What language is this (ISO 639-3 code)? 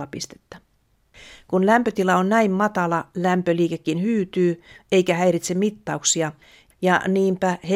fin